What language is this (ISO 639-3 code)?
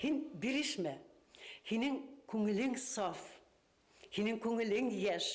tat